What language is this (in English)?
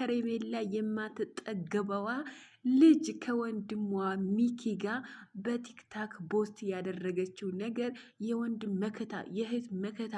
Amharic